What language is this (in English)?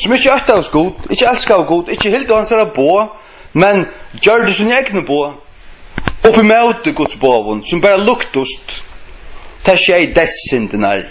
Faroese